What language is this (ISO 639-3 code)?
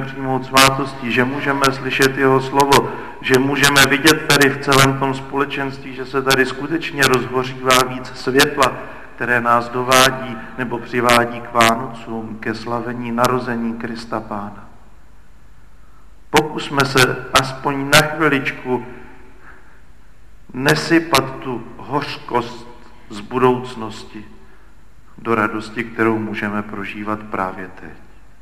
ces